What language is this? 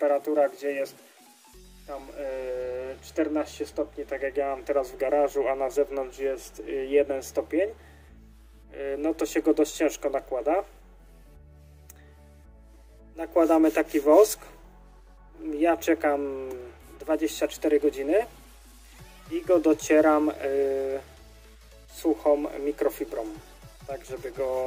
Polish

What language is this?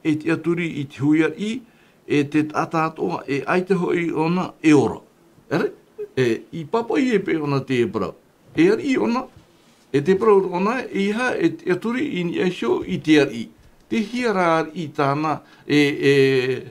Tahitian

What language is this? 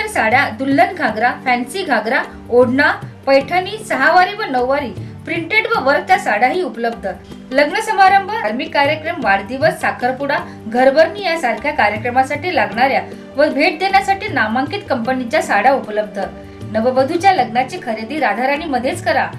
Marathi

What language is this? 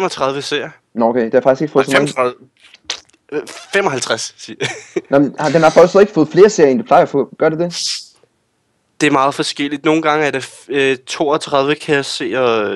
Danish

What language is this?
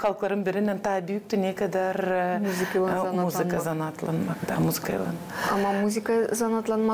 Gagauz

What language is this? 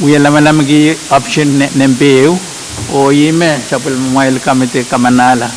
Pohnpeian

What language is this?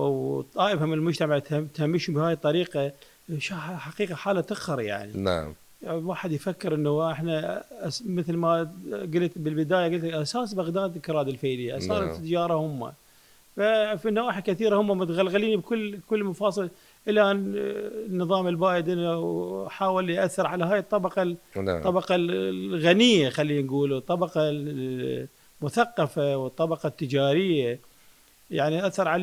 Mesopotamian Arabic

